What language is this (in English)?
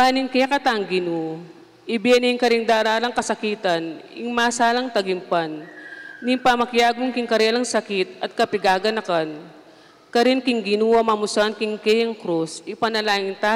Pampanga